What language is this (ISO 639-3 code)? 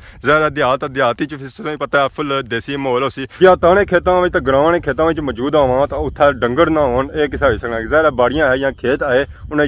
phr